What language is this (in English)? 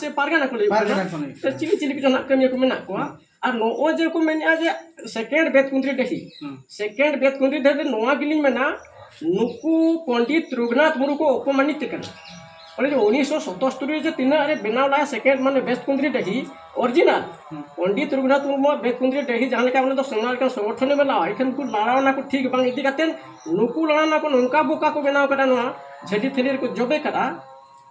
Santali